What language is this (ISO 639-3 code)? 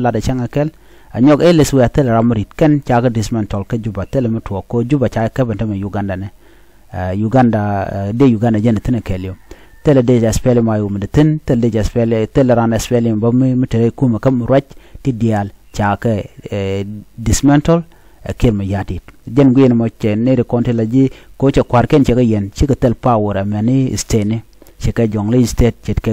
nus